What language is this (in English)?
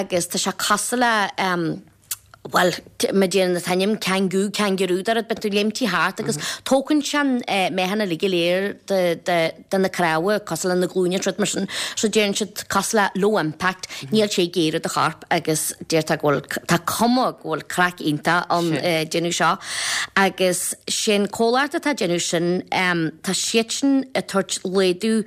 Irish